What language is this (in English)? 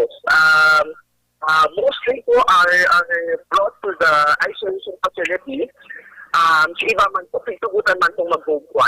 Bikol